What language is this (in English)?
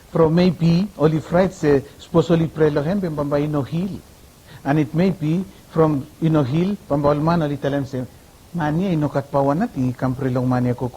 Bislama